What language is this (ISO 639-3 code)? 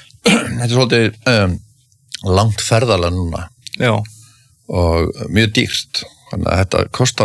isl